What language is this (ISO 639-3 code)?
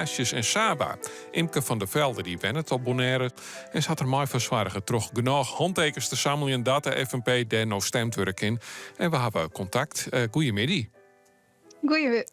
fry